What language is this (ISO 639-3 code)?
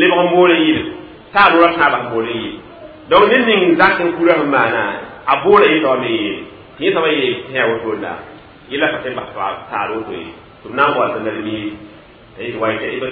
mos